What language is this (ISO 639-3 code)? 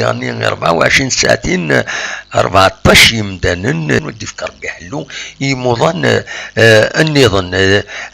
kab